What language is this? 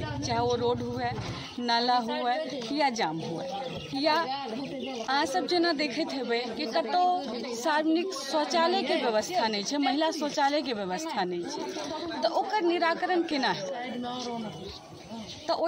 Maithili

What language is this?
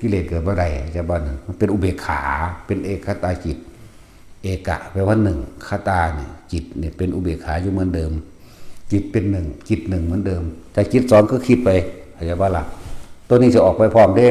Northeastern Thai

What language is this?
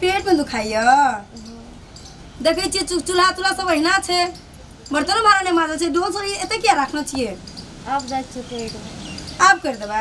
Maithili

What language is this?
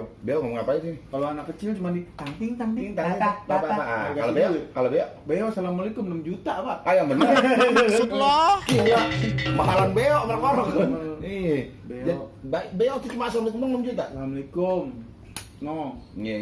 Betawi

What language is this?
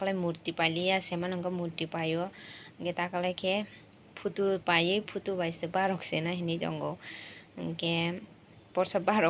Kok Borok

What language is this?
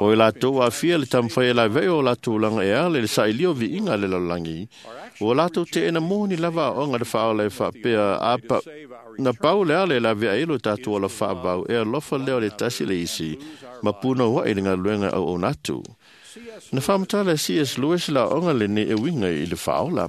Samoan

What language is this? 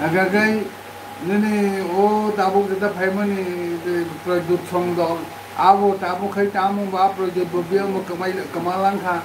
Kok Borok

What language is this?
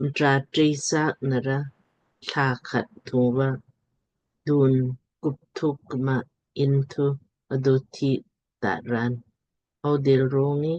Lamkang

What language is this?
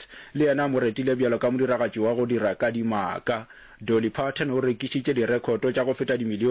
Northern Sotho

